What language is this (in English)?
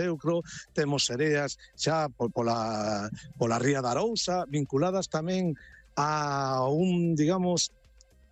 Galician